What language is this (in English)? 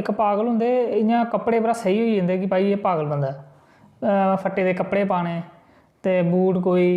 Dogri